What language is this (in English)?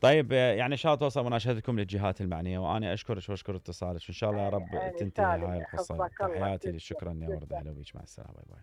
Mesopotamian Arabic